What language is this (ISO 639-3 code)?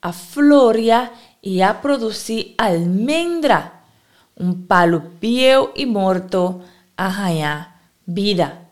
pap